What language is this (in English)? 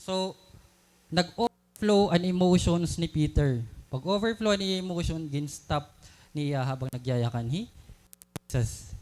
Waray